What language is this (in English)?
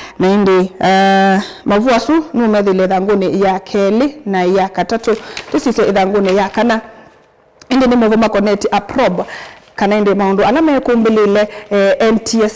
Kamba